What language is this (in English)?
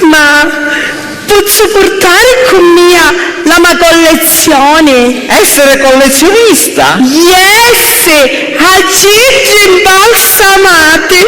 Sicilian